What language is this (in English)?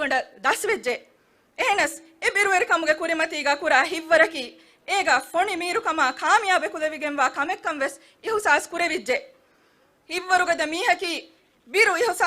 Divehi